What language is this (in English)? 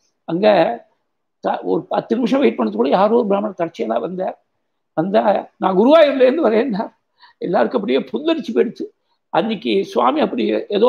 Tamil